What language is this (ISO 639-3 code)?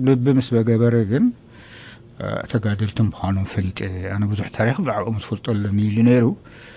tir